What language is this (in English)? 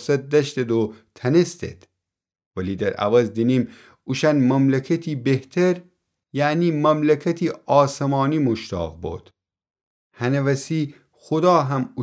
Gilaki